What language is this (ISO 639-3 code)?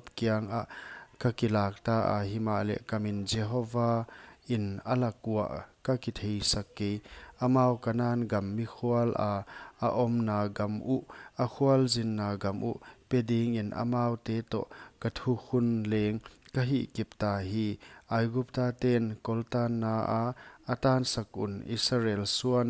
pck